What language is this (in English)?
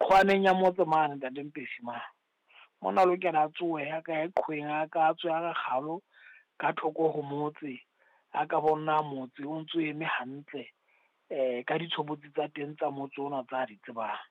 Southern Sotho